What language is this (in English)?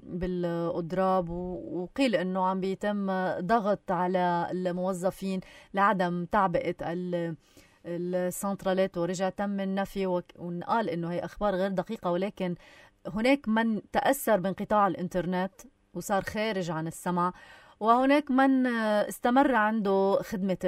North Levantine Arabic